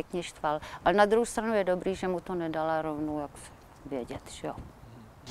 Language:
Czech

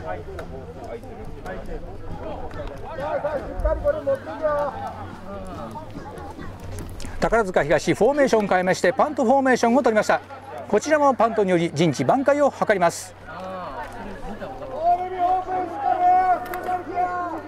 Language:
Japanese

